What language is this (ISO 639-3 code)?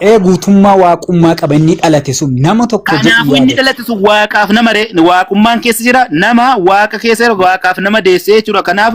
orm